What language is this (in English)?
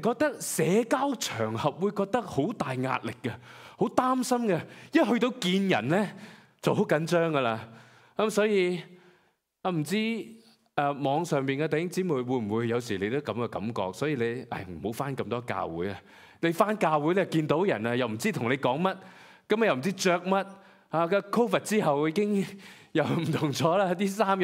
Cantonese